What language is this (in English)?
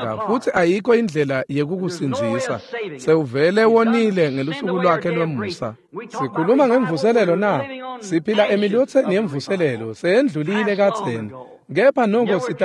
Swati